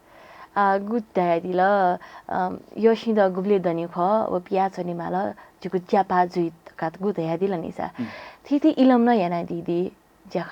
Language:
Newari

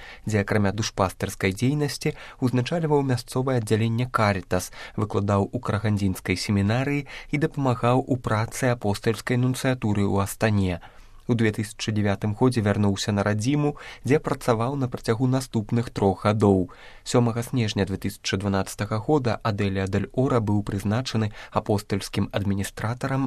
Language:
Belarusian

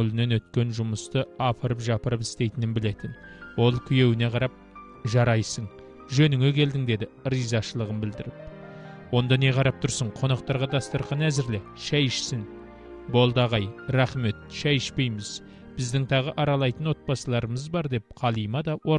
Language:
Kazakh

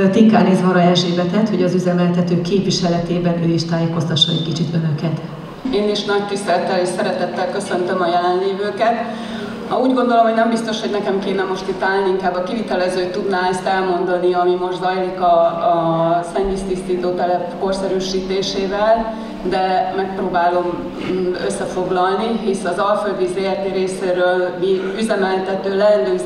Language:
Hungarian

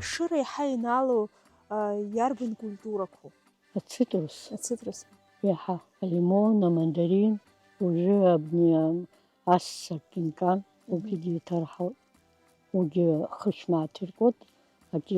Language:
Abkhazian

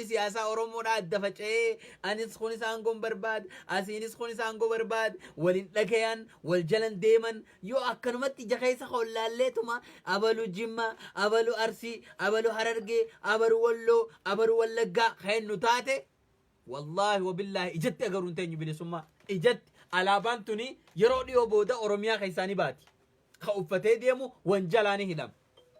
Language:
Oromo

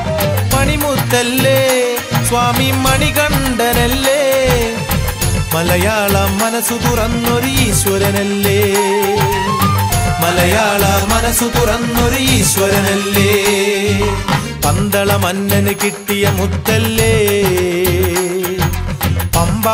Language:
Malayalam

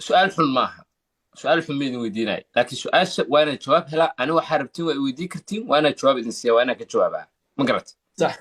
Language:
Somali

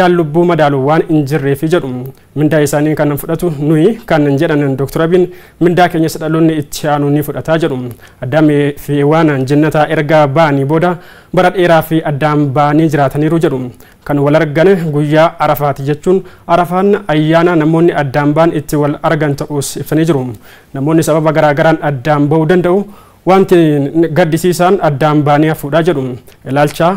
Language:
Oromo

